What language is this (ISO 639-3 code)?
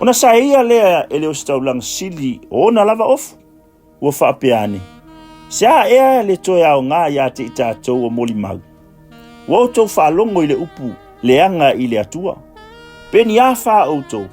smo